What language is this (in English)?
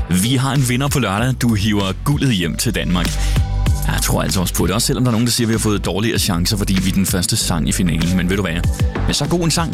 Danish